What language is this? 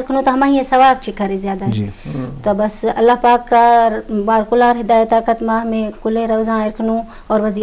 Baluchi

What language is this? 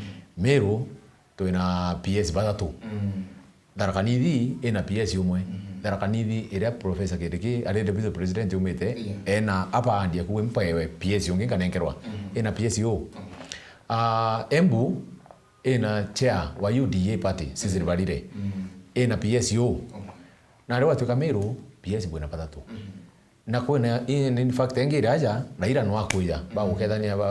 Meru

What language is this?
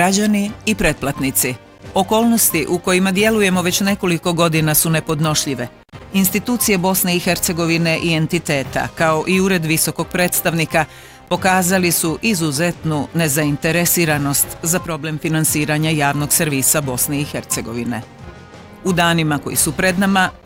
Bosnian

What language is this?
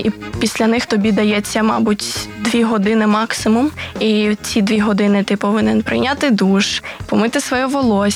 Ukrainian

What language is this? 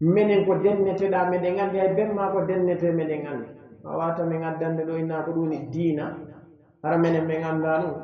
Pular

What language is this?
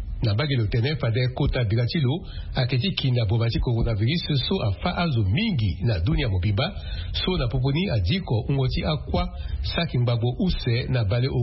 Sango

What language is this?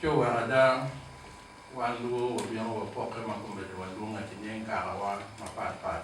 Acoli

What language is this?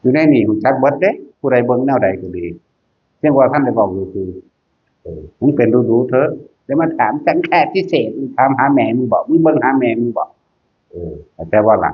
Northeastern Thai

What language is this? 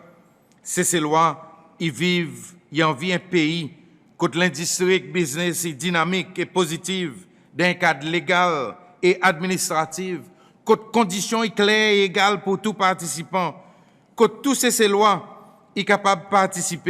Seselwa Creole French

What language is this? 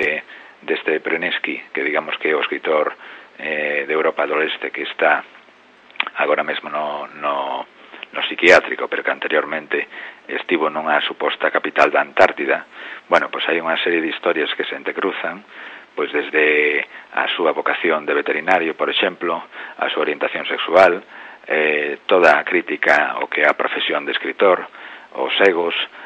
Galician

